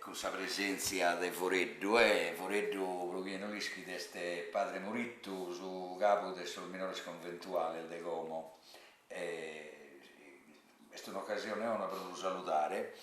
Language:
Sardinian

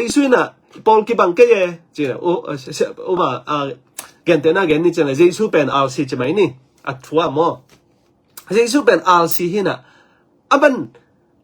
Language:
Tedim Chin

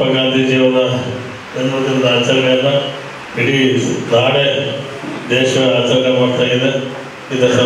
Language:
Kannada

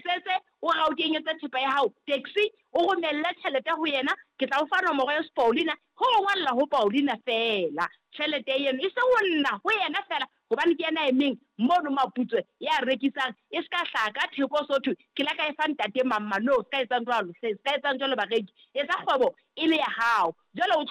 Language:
Southern Sotho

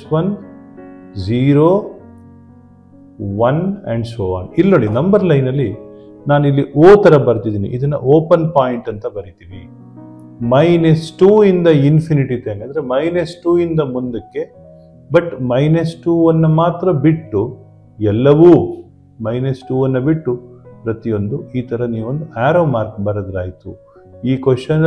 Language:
Kannada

